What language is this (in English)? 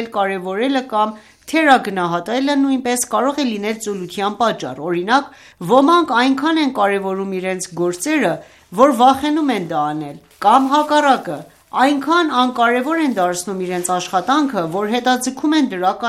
Armenian